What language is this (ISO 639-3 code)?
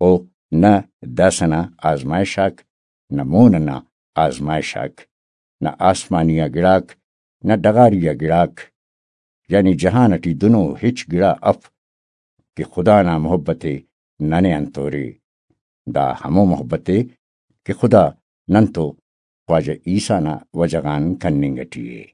brh